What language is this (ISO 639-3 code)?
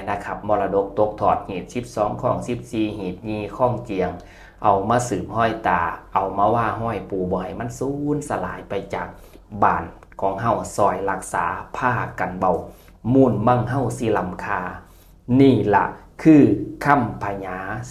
tts